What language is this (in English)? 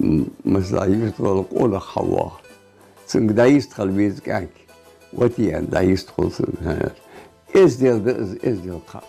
Ingush